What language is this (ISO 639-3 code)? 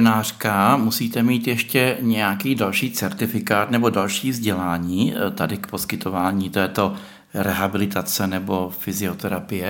ces